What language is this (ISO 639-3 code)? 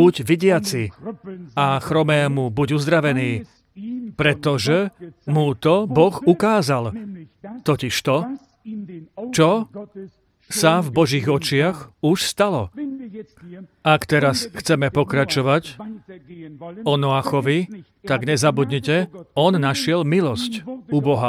slk